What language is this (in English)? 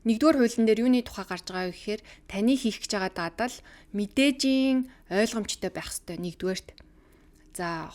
Mongolian